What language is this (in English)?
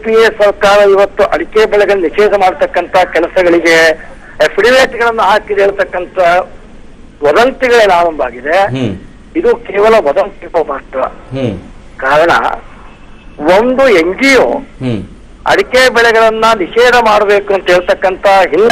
Kannada